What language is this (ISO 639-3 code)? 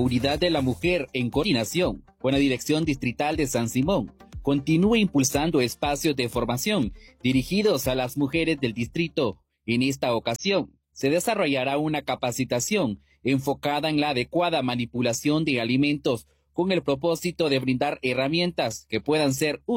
spa